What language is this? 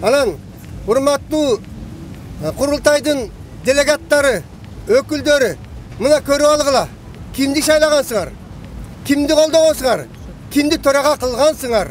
Kyrgyz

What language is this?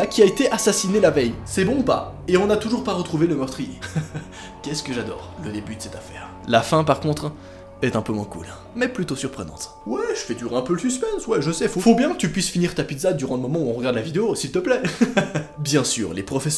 French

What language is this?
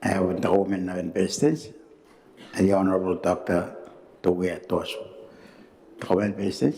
Gilbertese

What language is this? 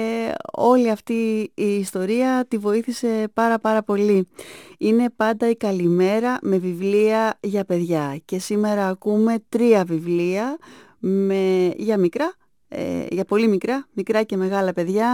Greek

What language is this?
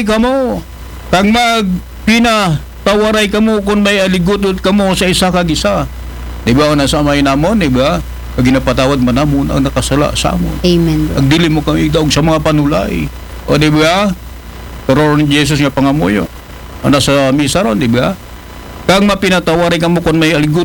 Aklanon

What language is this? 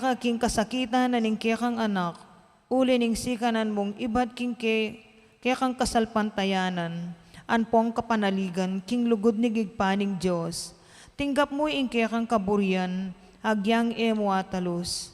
Pampanga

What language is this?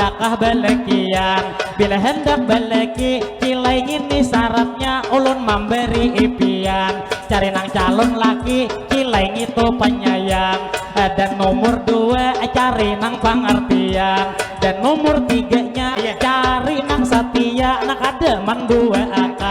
Banjar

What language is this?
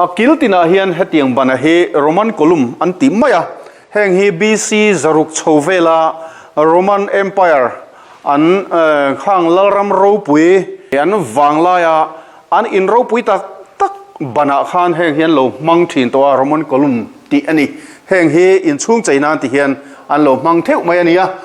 Mizo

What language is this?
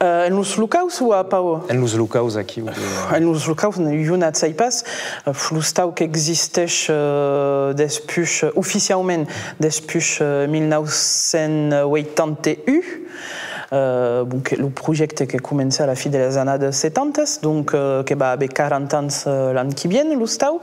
Occitan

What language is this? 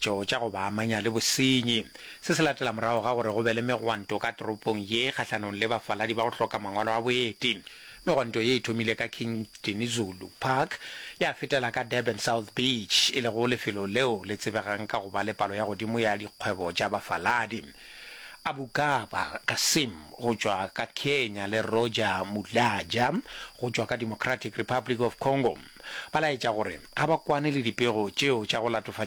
Northern Sotho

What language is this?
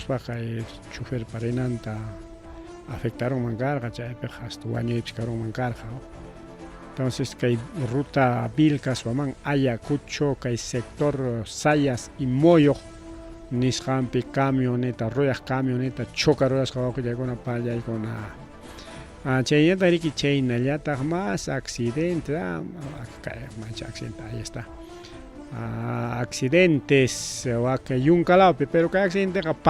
Ayacucho Quechua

